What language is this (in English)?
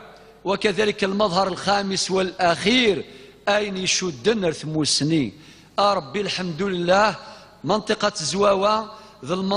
Kabyle